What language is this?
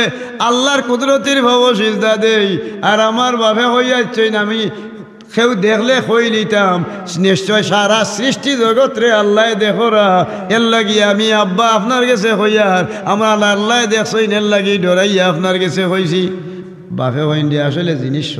Sylheti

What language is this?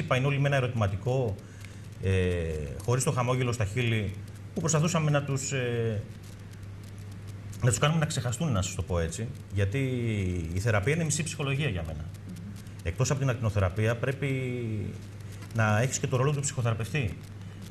Greek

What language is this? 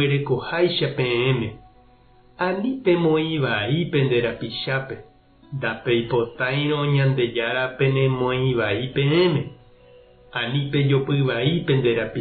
Guarani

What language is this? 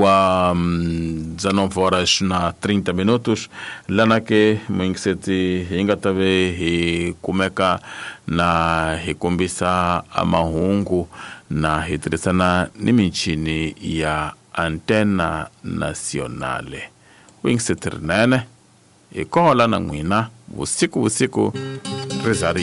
Tsonga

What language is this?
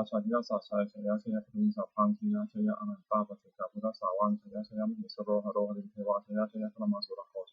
Pali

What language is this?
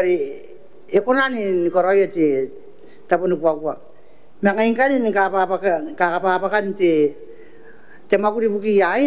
Gilbertese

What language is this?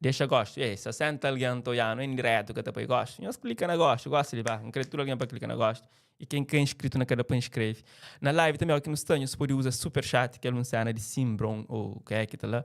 Kabuverdianu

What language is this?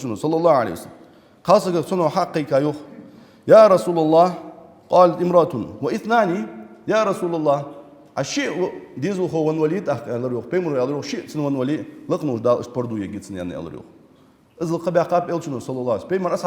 Ingush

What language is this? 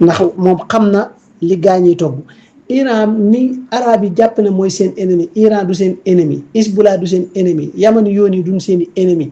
Wolof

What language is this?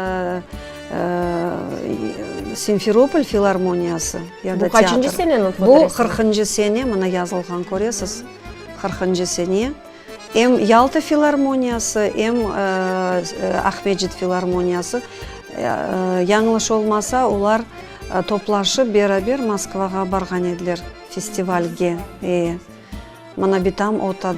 Crimean Tatar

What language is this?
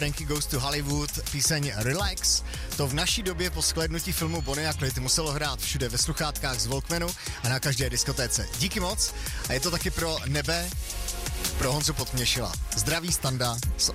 Czech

